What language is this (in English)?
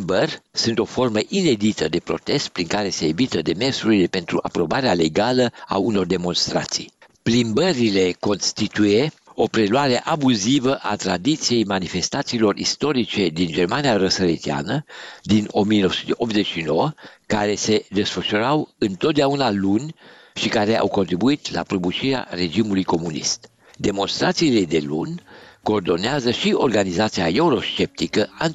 Romanian